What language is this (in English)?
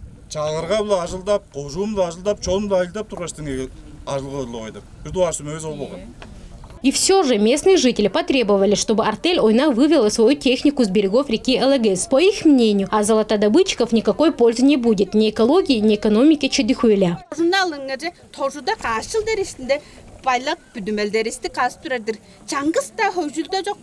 Tuvinian